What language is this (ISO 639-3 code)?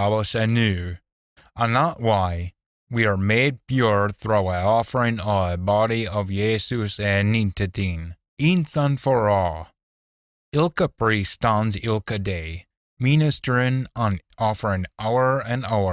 sco